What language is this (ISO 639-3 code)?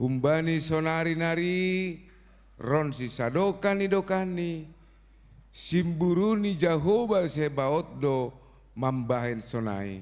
bts